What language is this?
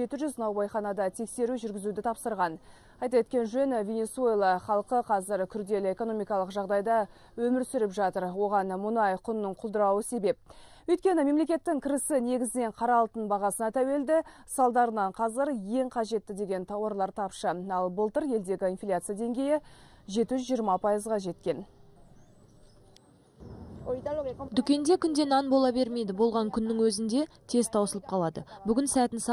Kazakh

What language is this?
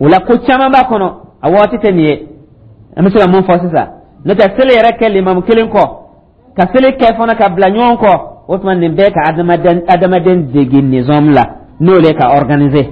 Dyula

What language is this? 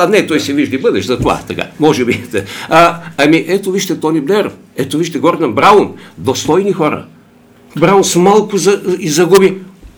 Bulgarian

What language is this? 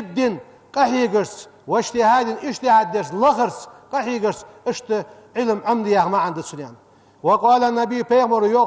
Ingush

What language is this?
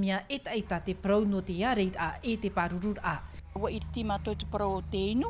Tahitian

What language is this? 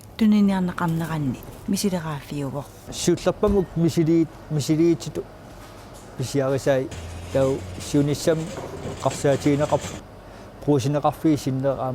Kalaallisut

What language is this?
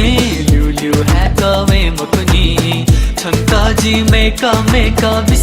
Newari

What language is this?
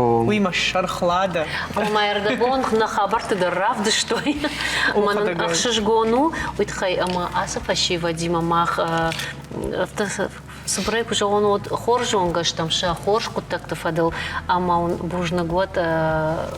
Ossetic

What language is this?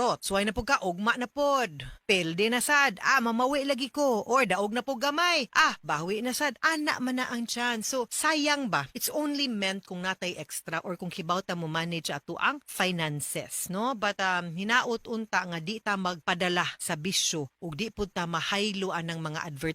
Cebuano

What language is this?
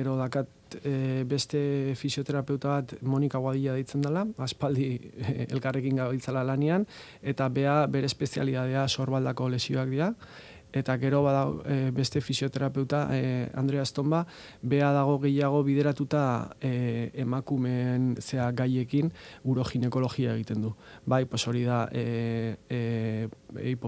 Basque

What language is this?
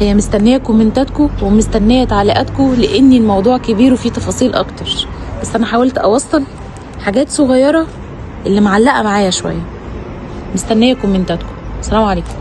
Egyptian Arabic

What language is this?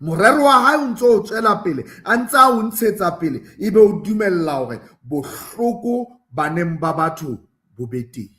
Southern Sotho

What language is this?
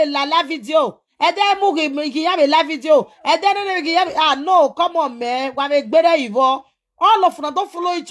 Nigerian Pidgin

